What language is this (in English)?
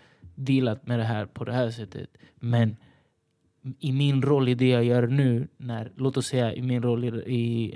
Swedish